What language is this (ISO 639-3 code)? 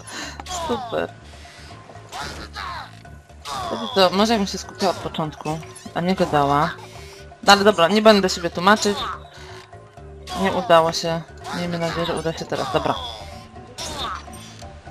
pol